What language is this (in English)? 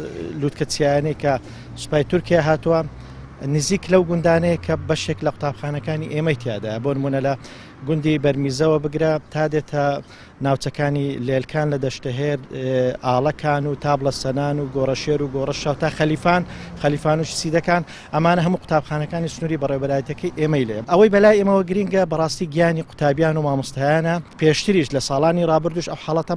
Central Kurdish